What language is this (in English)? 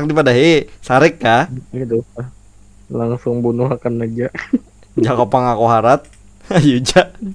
Banjar